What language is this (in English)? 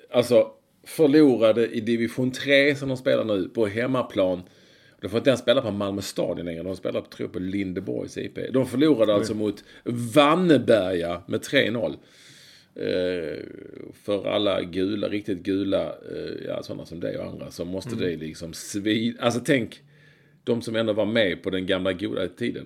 Swedish